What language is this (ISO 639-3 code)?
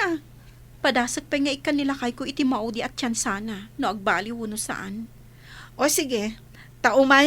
ilo